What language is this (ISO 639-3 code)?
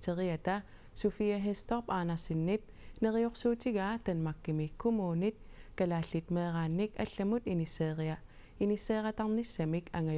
kal